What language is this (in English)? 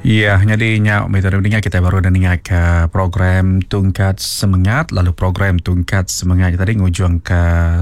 Iban